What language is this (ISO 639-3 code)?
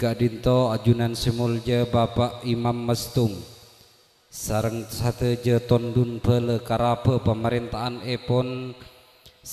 mad